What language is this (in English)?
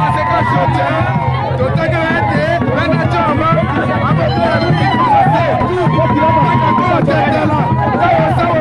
Tetela